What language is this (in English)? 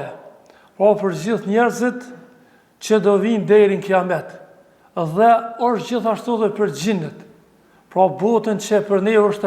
Albanian